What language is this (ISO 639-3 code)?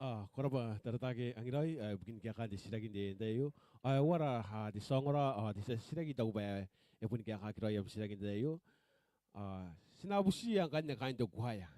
gil